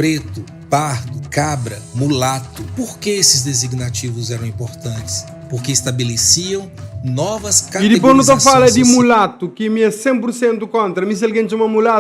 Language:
Kabuverdianu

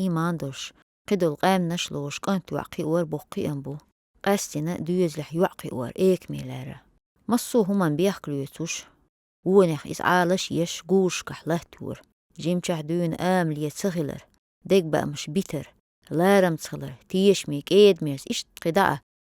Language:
Chechen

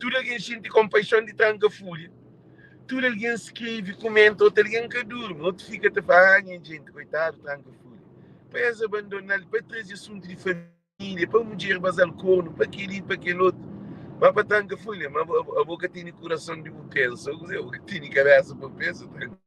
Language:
Kabuverdianu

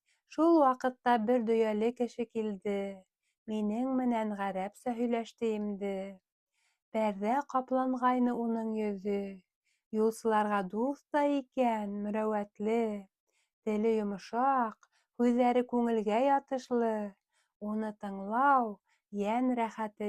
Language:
Bashkir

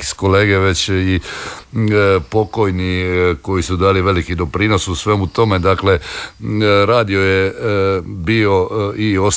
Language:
Croatian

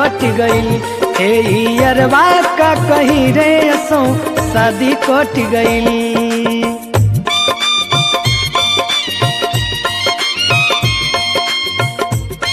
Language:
Bhojpuri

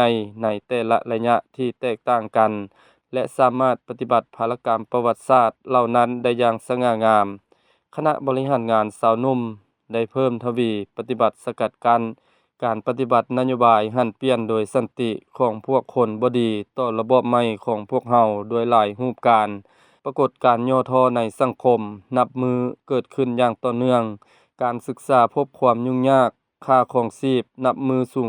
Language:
Lao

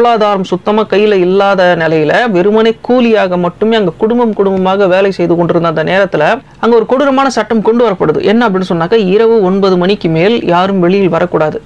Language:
Tamil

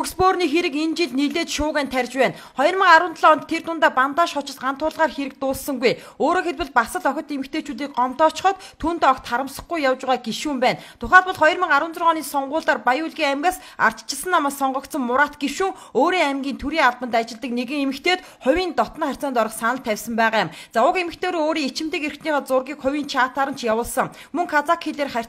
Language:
Mongolian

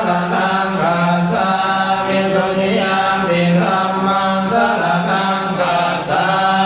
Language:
Pali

